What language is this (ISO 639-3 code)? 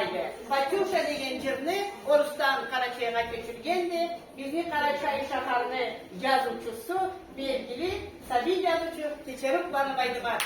krc